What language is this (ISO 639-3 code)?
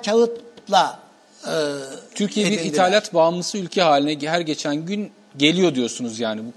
tur